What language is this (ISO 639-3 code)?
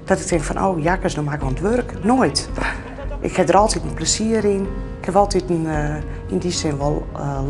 fry